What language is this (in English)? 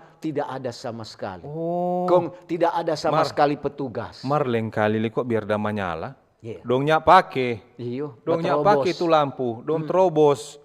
Manado Malay